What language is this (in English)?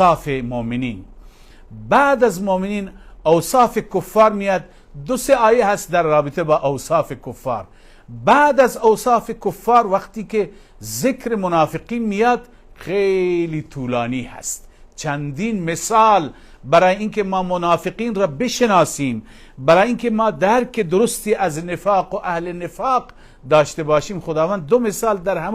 Persian